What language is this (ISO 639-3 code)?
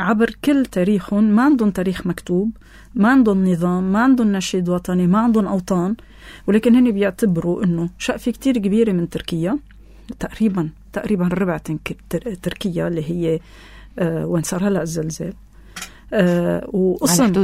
apc